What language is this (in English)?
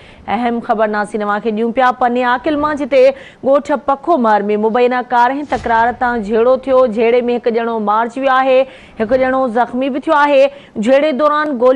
Sindhi